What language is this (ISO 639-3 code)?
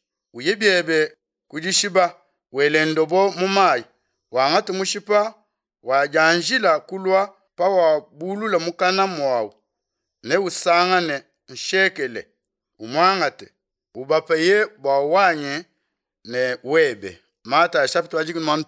lua